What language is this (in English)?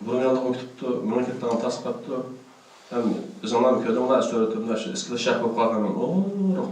Uyghur